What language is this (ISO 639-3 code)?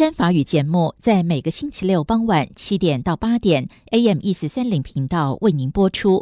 zho